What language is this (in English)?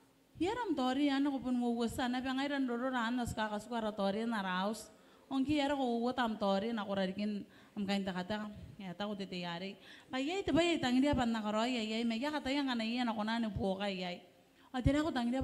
Gilbertese